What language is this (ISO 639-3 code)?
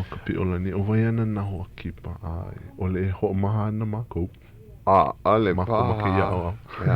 haw